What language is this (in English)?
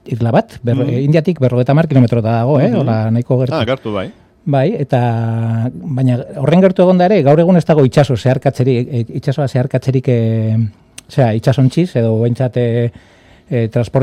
Basque